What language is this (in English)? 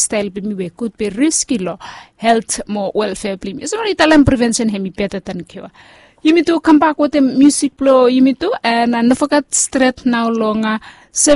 Bislama